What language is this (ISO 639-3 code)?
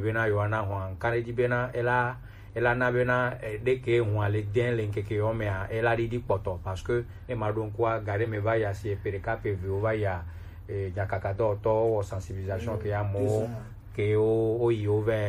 gej